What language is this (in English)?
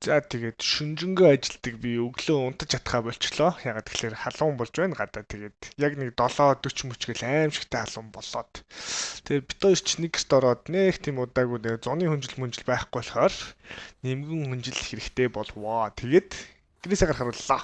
Mongolian